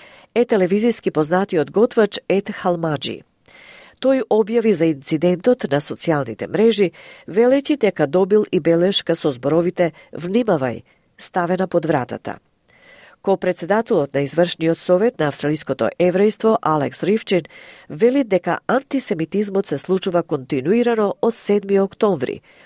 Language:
Macedonian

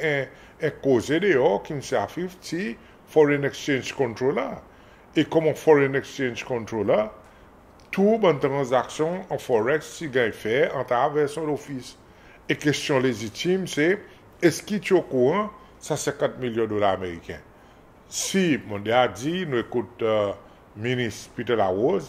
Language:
Seselwa Creole French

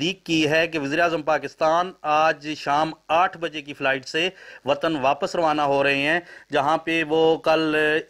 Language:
Urdu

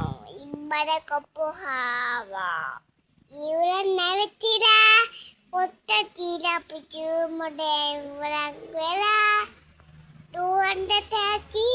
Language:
Sinhala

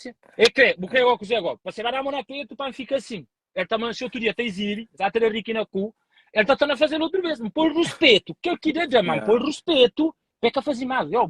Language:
Kabuverdianu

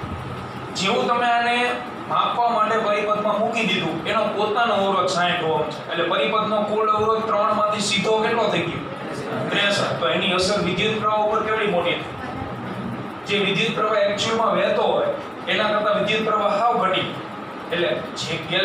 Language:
Gujarati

